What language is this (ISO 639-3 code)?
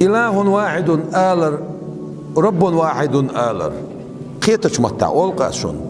che